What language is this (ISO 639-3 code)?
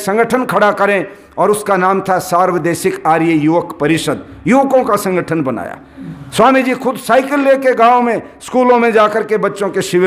hin